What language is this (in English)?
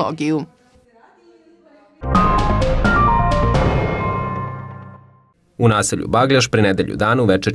Serbian